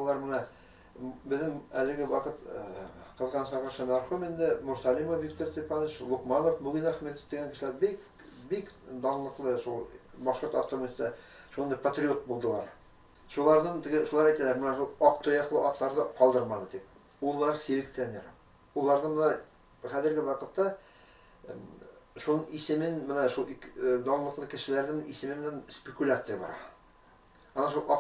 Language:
Bashkir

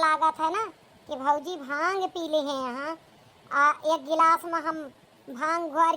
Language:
Awadhi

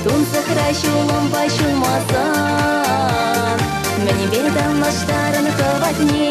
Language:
Chuvash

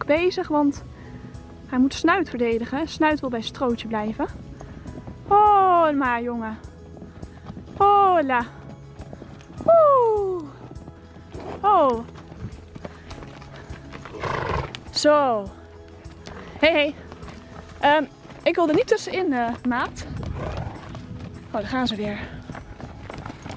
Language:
Dutch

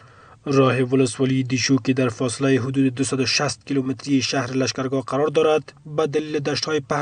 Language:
Persian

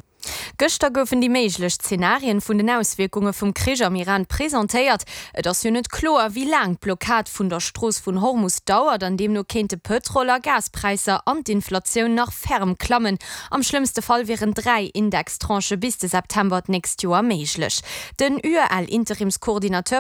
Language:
Luxembourgish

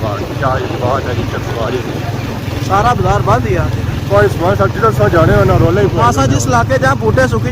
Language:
Pahari-Potwari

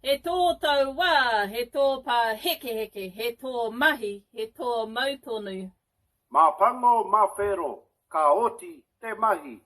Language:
Māori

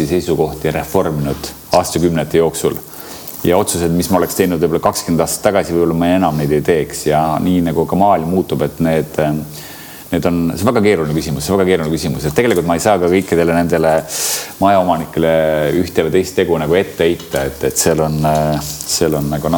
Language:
Estonian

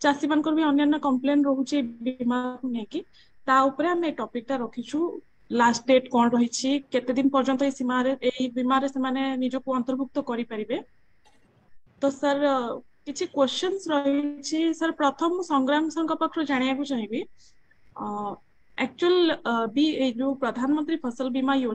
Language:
Odia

